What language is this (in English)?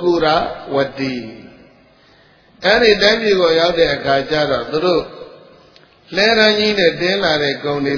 Burmese